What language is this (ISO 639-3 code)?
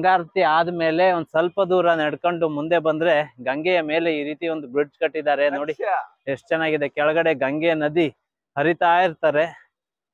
kan